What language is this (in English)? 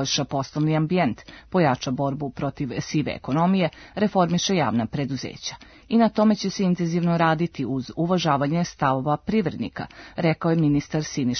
Serbian